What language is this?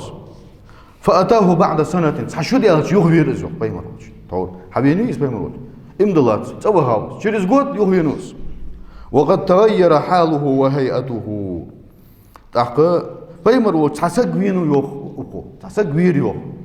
Ingush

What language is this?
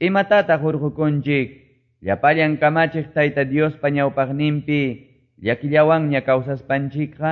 Quechua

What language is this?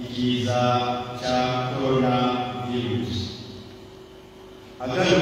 Rundi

